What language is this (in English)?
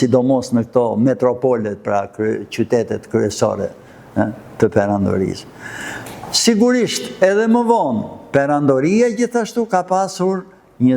Albanian